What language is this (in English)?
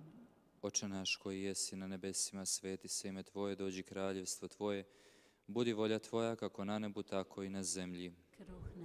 Croatian